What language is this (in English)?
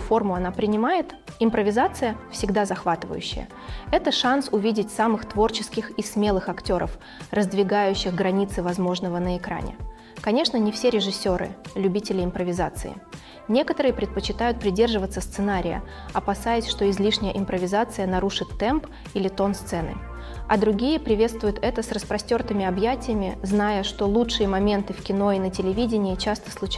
Russian